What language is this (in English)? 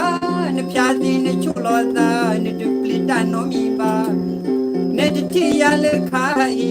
S'gaw Karen